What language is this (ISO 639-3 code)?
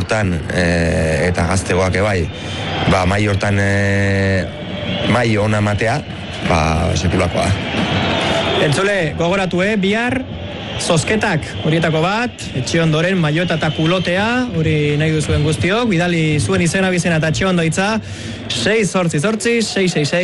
eus